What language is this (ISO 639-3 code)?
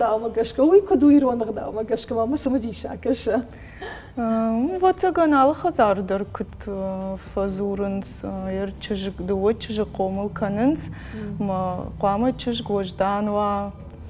oss